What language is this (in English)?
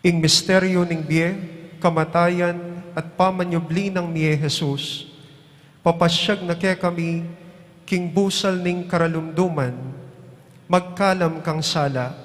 Pampanga